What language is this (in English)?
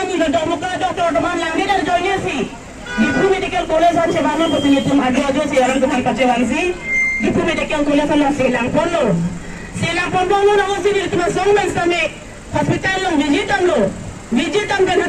Karbi